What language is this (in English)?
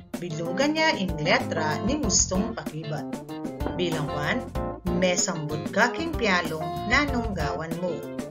Pampanga